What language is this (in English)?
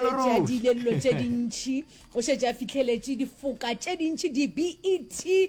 Northern Sotho